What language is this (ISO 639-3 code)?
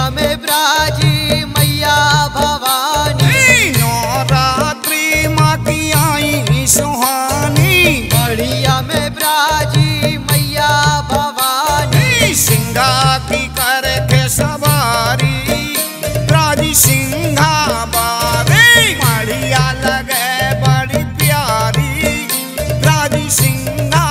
bho